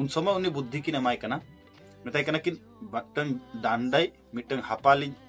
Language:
Santali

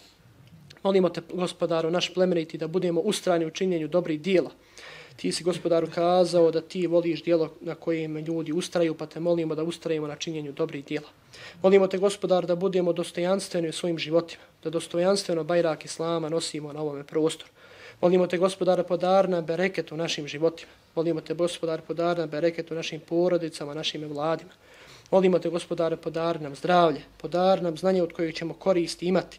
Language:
Bosnian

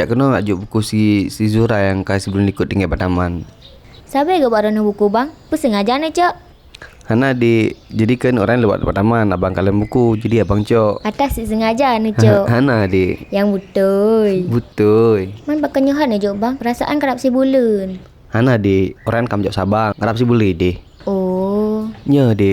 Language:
Achinese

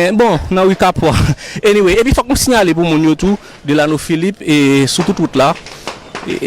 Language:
Haitian Creole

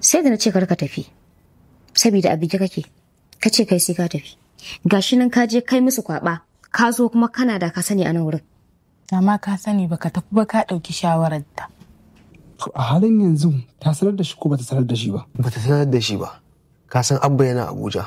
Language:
Hausa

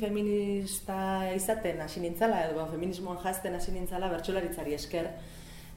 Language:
Basque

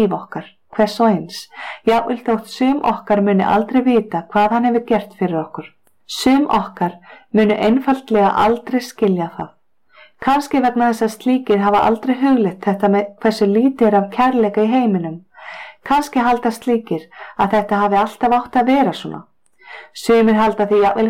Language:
Icelandic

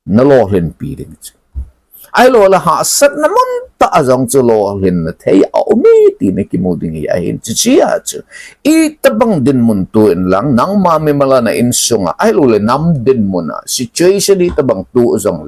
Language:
Thado Chin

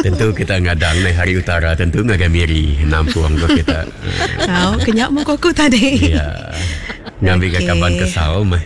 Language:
Iban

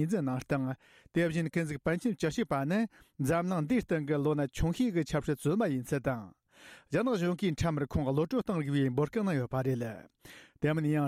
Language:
Tibetan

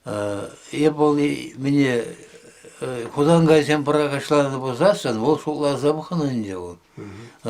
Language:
Chuvash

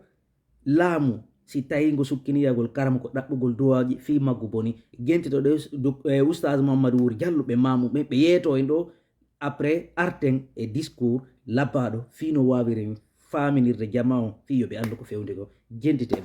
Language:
Fula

